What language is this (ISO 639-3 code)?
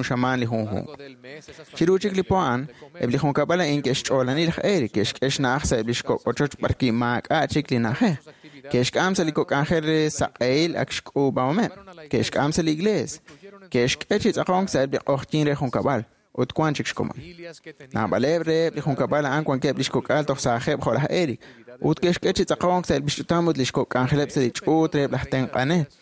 kek